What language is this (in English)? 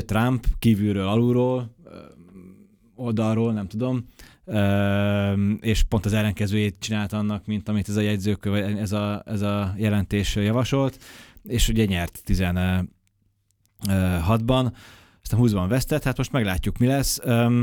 Hungarian